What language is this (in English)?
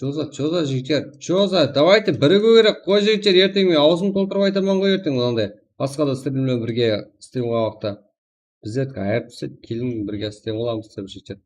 Kara-Kalpak